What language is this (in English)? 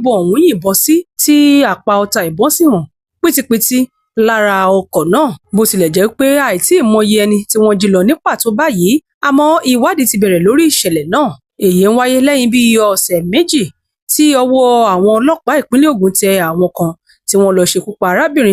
Yoruba